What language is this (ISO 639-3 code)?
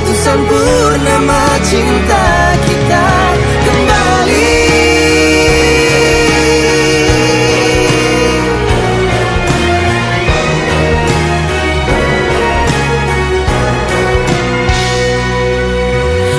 ind